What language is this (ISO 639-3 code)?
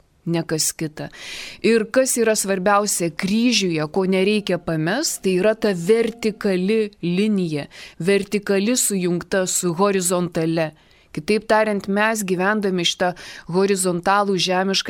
lit